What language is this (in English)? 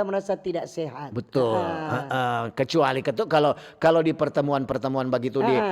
Manado Malay